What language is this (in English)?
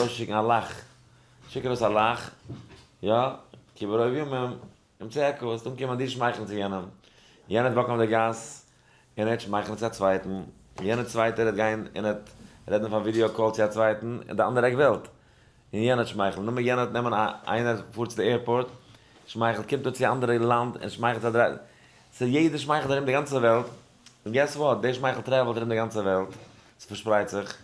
Yiddish